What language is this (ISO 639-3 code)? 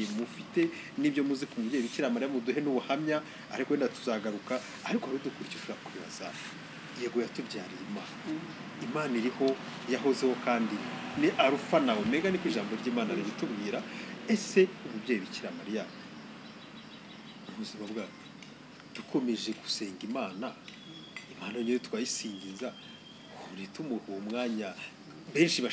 kin